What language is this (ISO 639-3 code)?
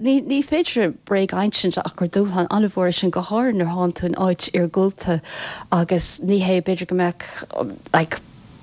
gle